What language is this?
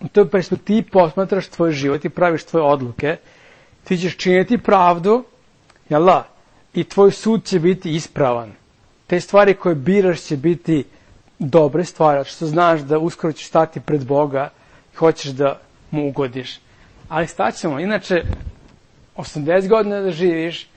Serbian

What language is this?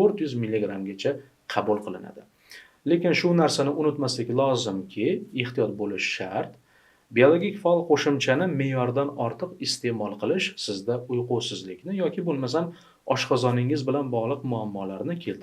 Uzbek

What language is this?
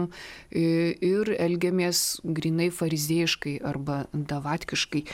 Lithuanian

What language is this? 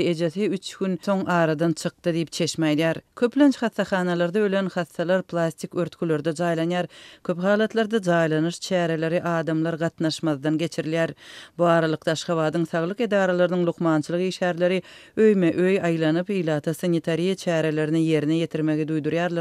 Turkmen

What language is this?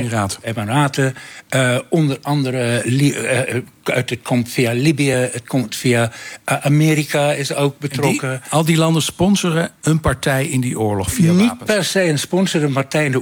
Dutch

